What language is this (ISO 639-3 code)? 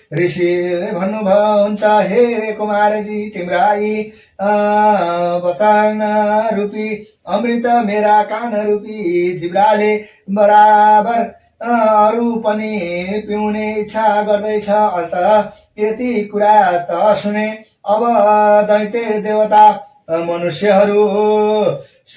nep